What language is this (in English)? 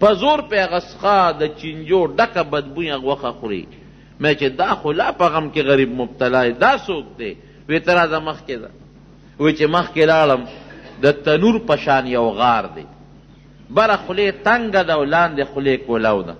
Pashto